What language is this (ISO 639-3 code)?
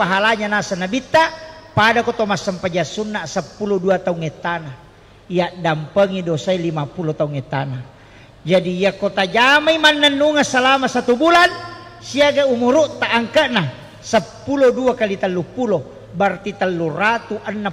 bug